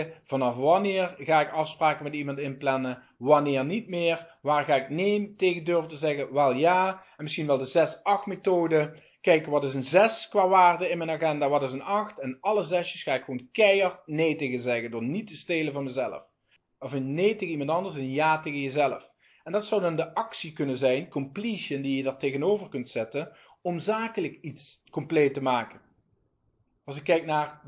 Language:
Dutch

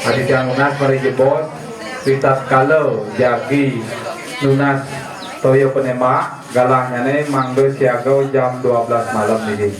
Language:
Balinese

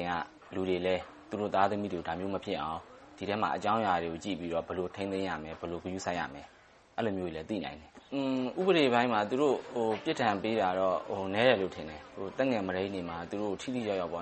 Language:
Burmese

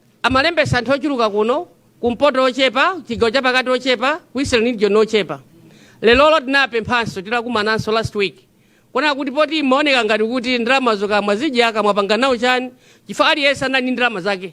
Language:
Nyanja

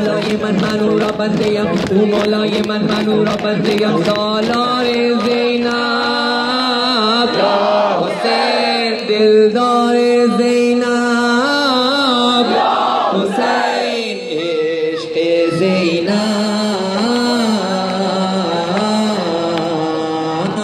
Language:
Urdu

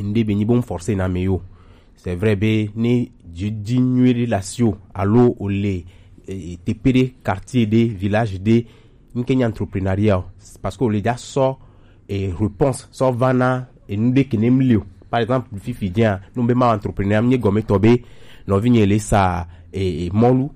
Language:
Gen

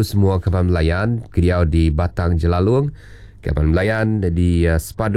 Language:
Iban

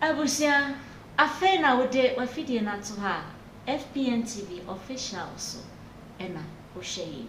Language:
Akan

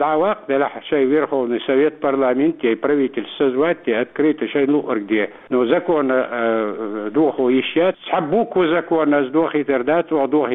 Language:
Chechen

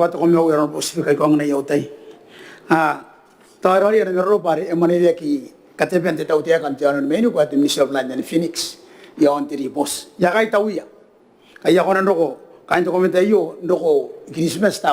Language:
Gilbertese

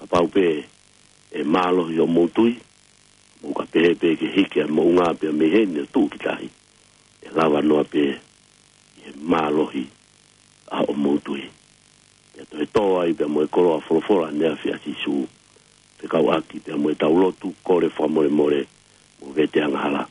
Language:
Tongan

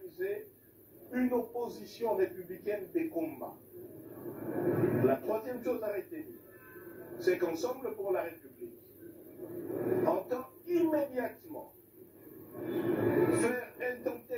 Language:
French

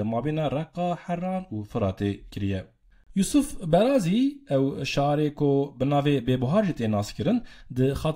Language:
Kurdish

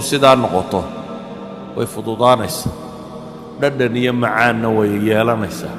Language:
Somali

